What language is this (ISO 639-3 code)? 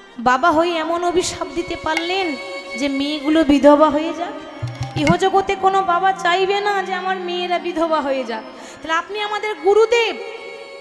ben